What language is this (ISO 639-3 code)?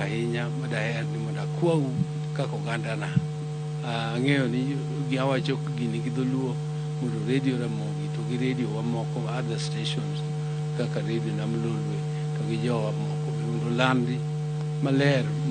luo